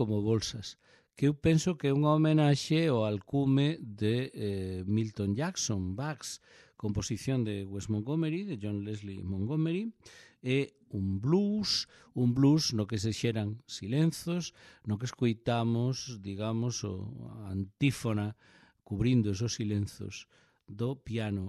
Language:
Galician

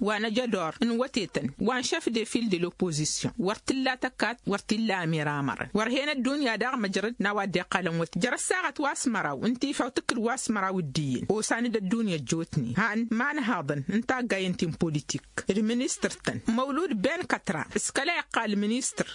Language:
Tamasheq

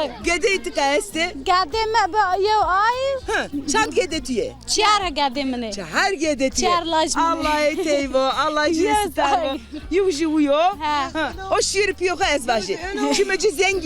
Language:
Zaza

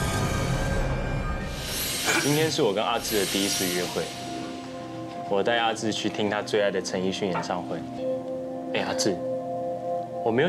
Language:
Chinese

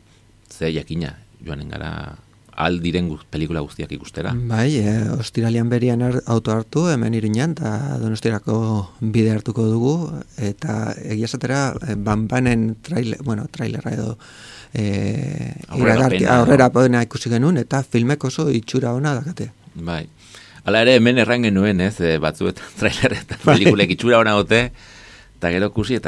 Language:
Basque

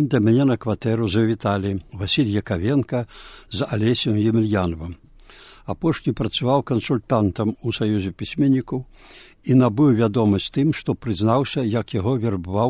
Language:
Belarusian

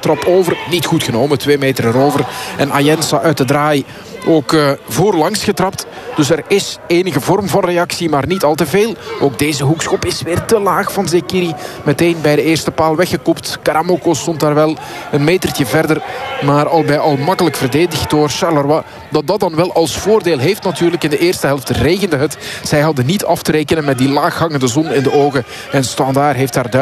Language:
Dutch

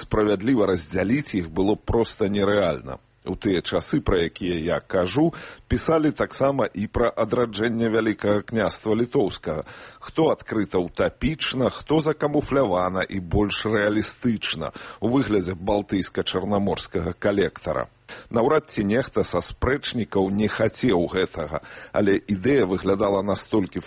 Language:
Belarusian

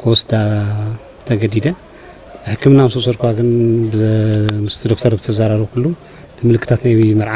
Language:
Tigrinya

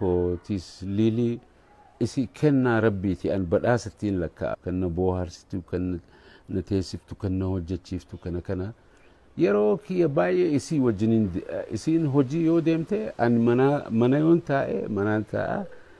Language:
Oromo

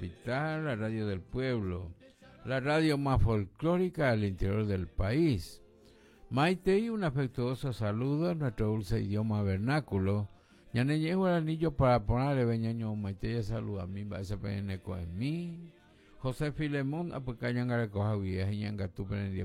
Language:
Guarani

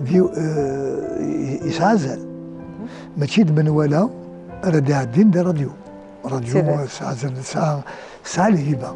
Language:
Kabyle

